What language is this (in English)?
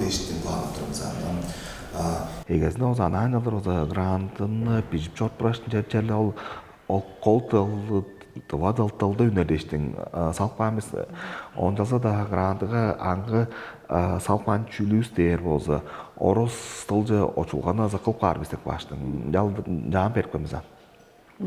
Tuvinian